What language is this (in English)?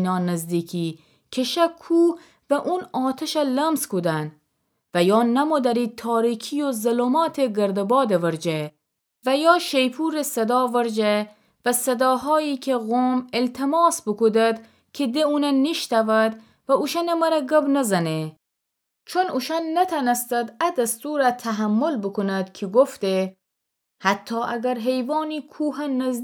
Gilaki